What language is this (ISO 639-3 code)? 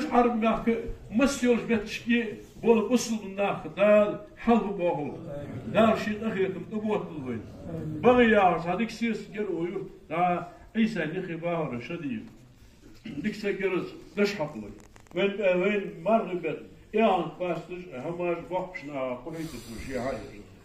inh